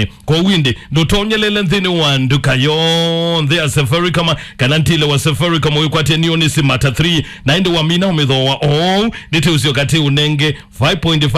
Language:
Kamba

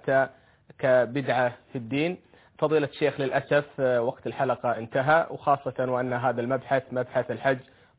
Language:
Arabic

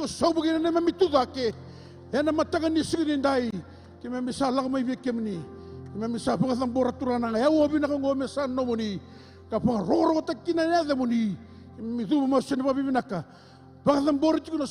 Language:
Fijian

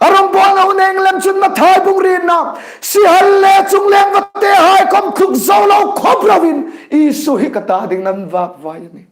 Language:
Hmar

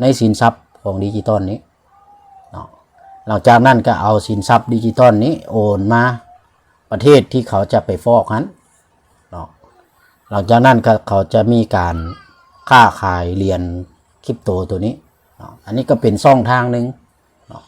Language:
Lao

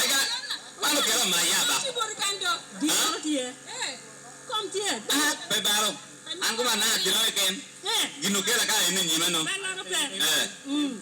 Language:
Lango (Uganda)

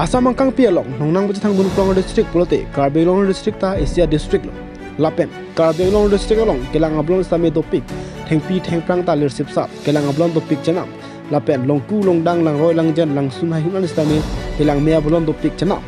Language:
Karbi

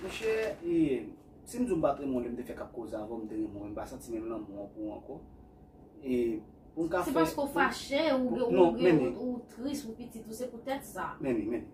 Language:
Haitian Creole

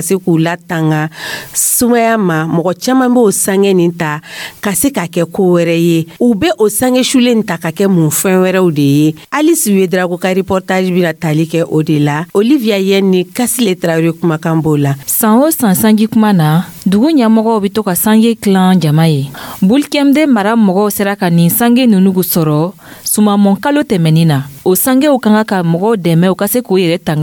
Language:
Dyula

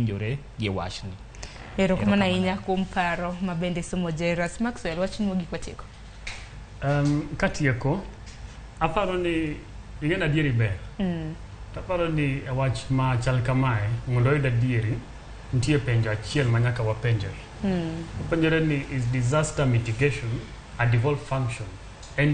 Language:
Luo (Kenya and Tanzania)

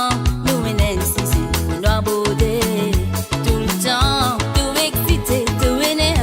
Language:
Morisyen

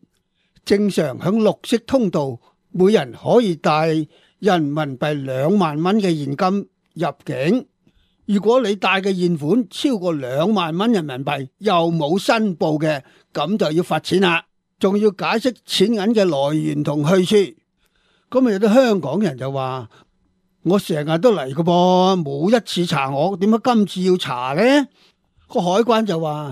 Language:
Cantonese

